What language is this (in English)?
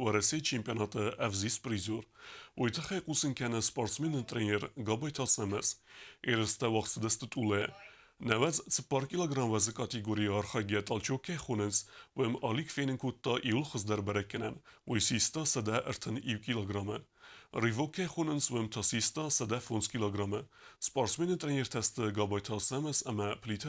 Ossetic